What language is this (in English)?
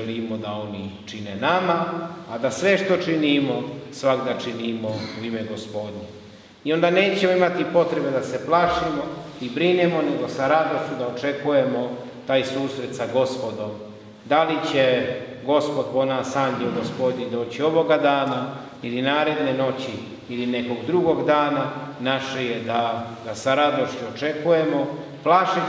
Serbian